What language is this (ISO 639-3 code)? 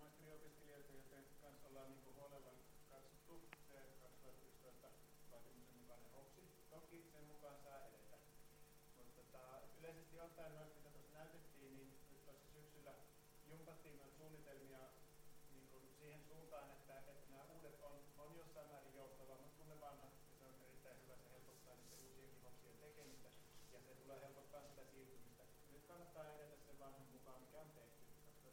fin